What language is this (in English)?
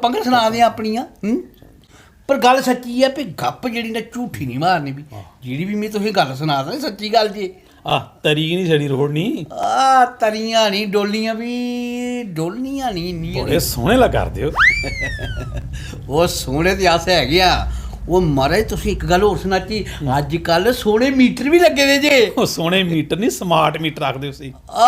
Dogri